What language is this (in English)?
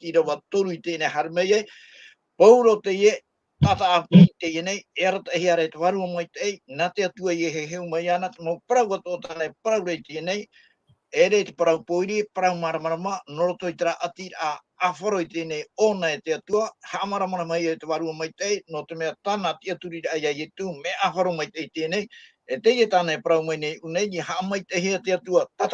Tahitian